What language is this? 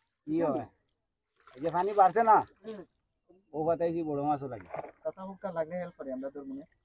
Sylheti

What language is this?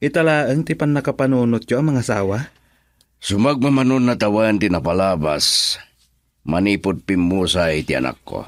Iloko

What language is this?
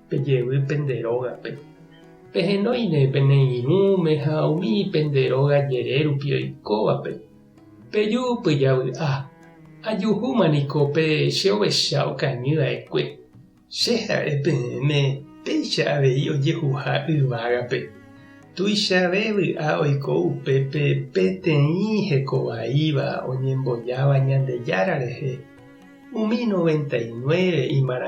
Guarani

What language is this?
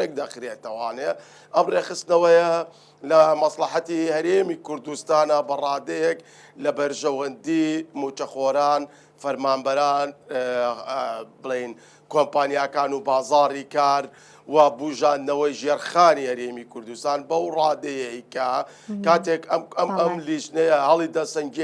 Central Kurdish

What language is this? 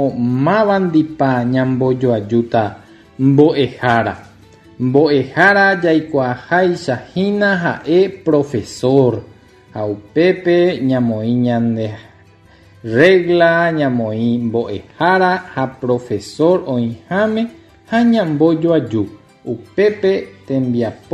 Guarani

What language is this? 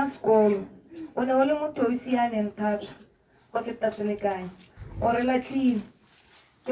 Tswana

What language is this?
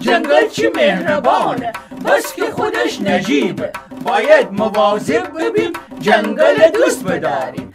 Gilaki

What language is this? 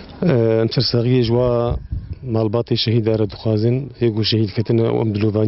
Kurdish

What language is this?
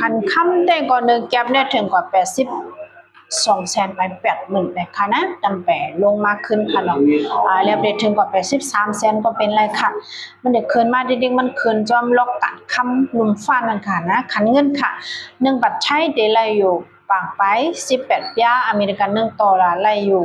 Shan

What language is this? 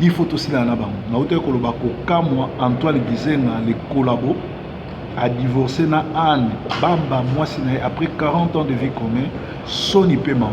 Lingala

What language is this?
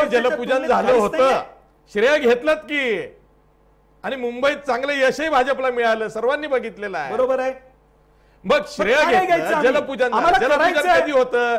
Marathi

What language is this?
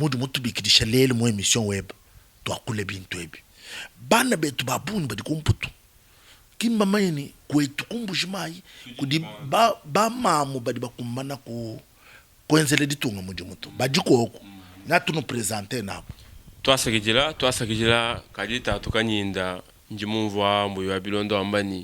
Luba-Lulua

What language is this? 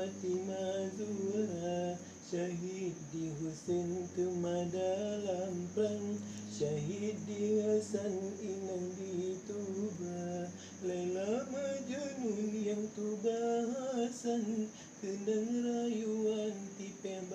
Achinese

